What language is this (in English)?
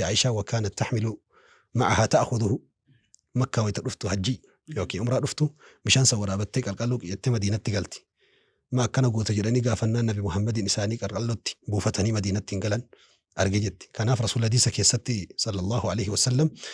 Oromo